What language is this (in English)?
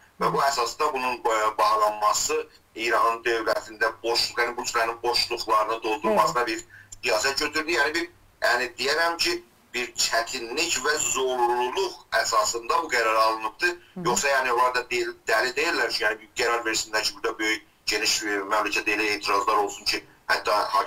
South Azerbaijani